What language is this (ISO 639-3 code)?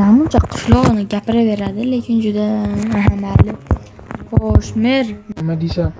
uzb